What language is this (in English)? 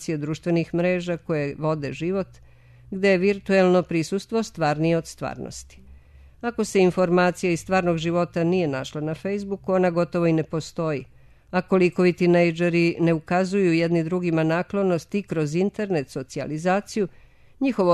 Serbian